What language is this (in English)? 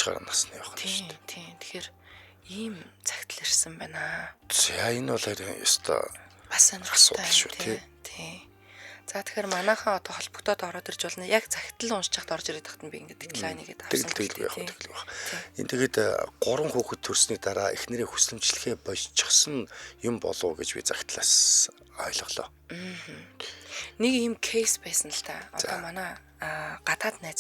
Mongolian